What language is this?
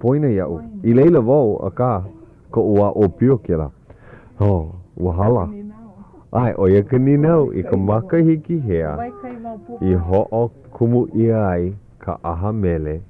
Hawaiian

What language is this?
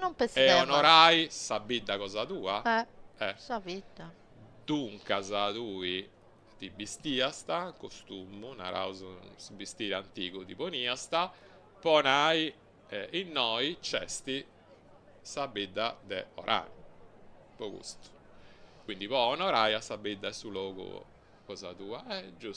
Sardinian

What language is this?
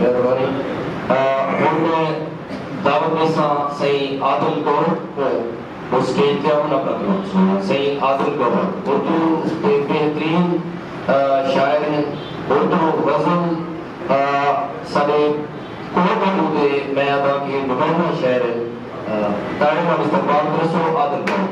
Saraiki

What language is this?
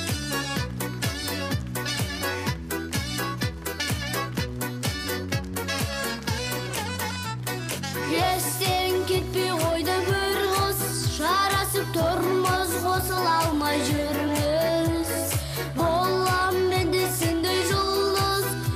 Kazakh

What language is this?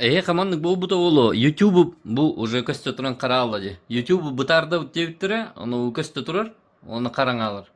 Yakut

